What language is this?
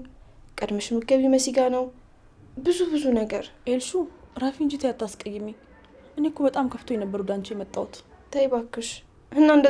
Amharic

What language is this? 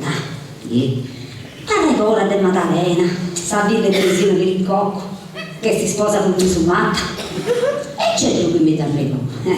Sardinian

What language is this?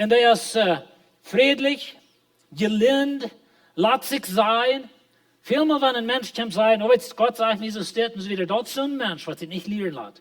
Plautdietsch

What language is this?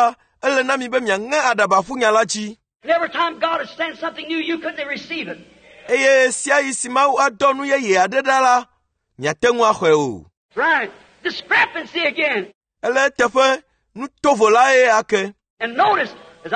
Ewe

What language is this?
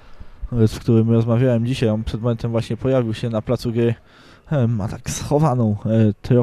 Polish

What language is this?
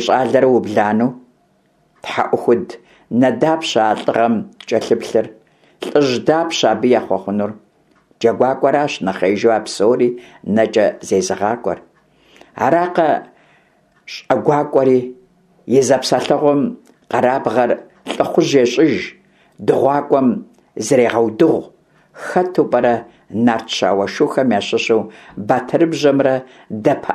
Kabardian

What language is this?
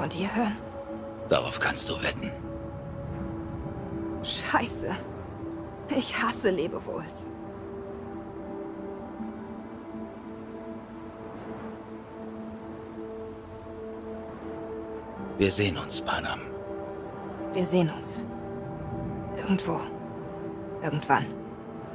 German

